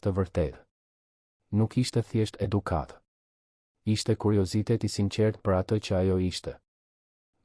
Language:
Albanian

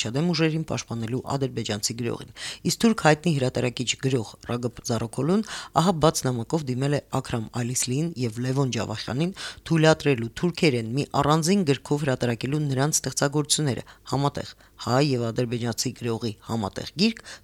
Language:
Armenian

